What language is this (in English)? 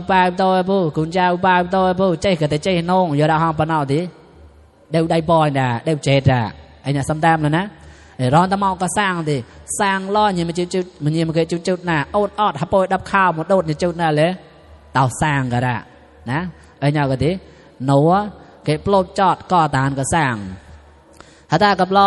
Mon